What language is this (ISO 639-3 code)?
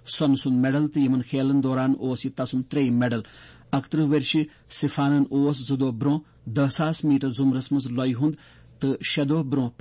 kas